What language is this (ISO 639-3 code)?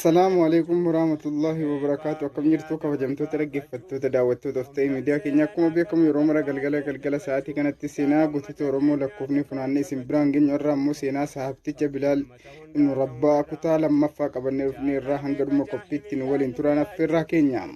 orm